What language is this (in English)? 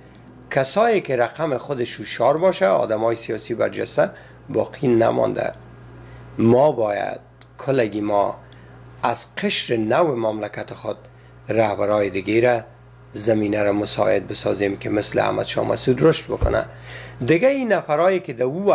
Persian